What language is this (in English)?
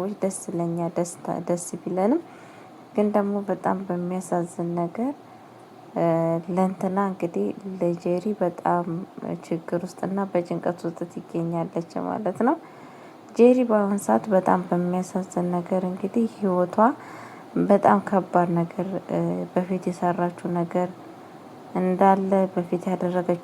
Amharic